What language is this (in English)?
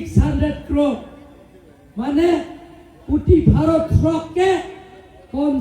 Karbi